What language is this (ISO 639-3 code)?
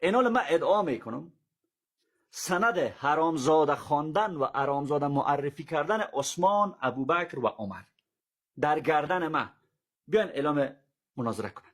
fas